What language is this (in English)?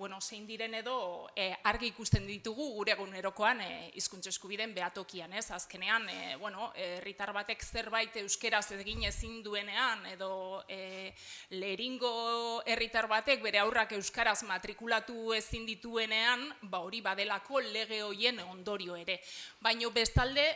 Basque